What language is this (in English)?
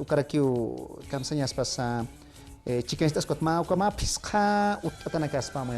Aymara